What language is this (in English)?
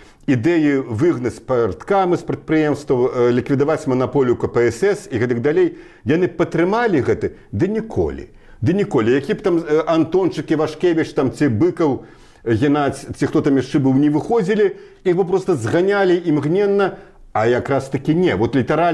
Belarusian